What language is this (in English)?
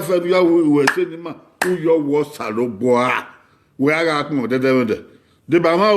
Bini